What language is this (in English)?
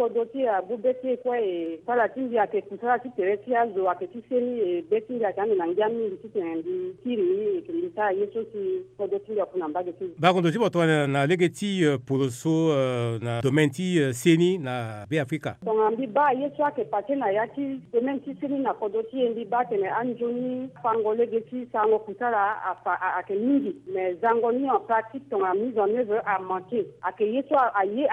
Sango